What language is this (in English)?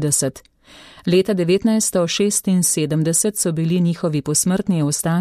Slovenian